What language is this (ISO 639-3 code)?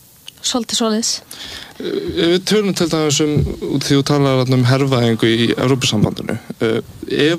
isl